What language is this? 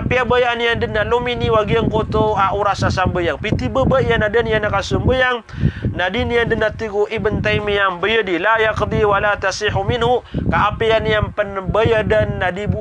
Maranao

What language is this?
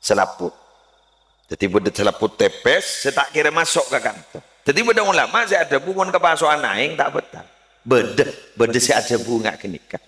Madurese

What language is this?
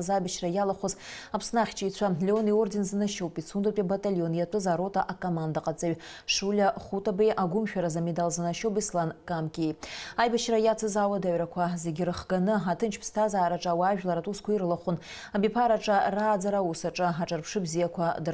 Abkhazian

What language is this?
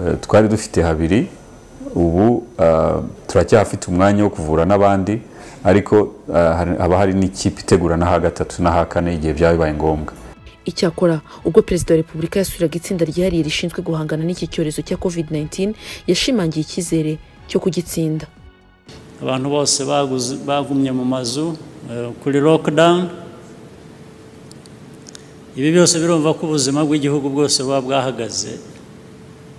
Kinyarwanda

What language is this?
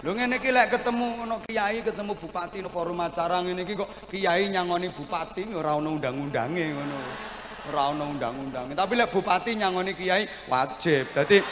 Javanese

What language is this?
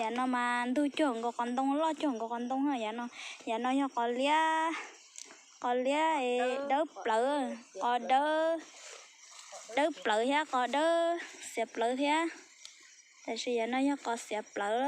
Hmong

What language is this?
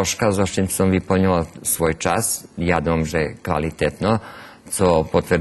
Rusyn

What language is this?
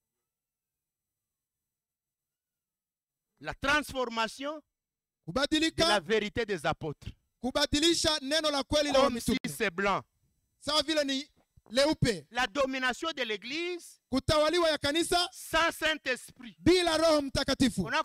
Swahili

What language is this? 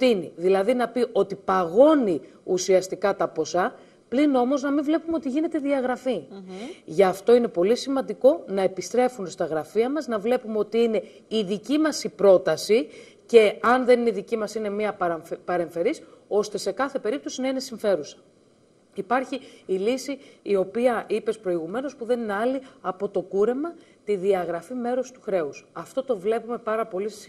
Greek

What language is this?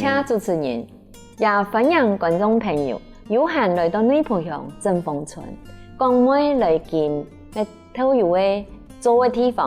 Hakka Chinese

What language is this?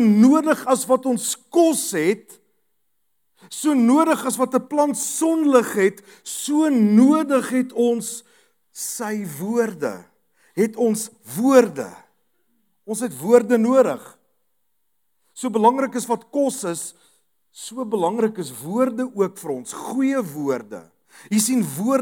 Afrikaans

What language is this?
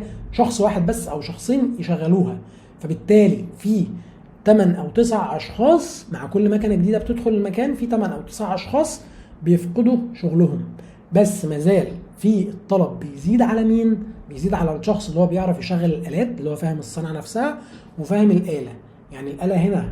Egyptian Arabic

